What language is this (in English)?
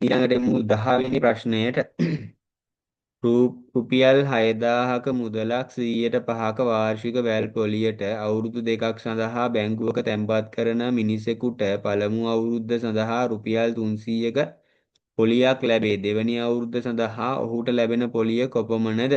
Sinhala